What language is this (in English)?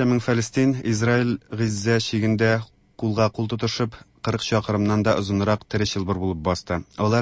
Tatar